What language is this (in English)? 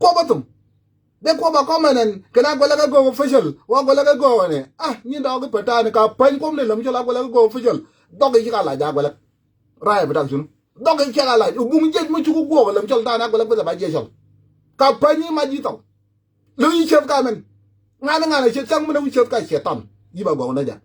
Nuer